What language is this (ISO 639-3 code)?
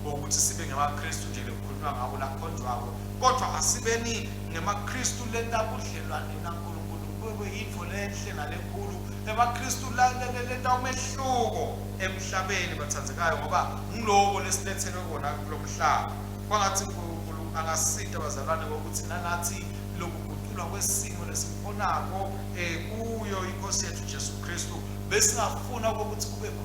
ssw